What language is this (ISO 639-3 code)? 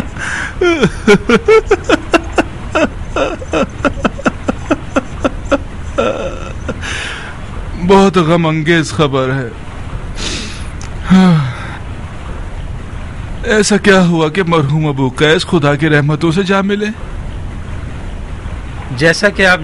urd